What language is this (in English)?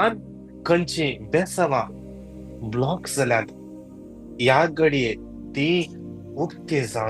Konkani